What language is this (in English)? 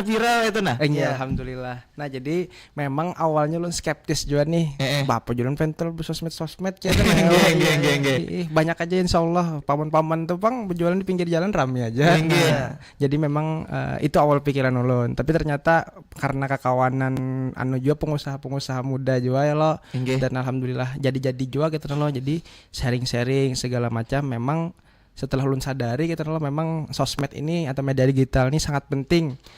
Banjar